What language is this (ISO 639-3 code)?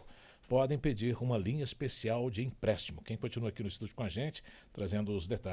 por